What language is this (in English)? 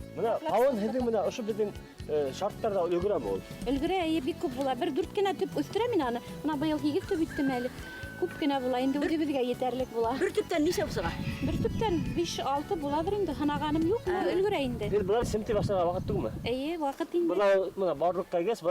Bashkir